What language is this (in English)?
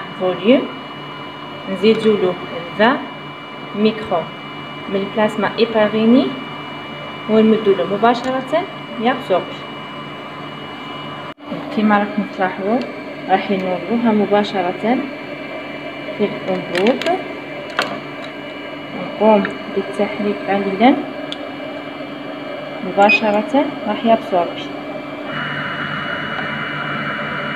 Algerian Arabic